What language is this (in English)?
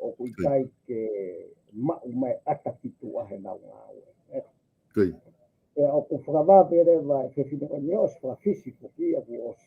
Tongan